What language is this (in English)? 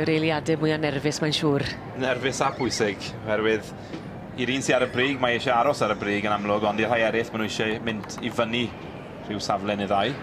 Welsh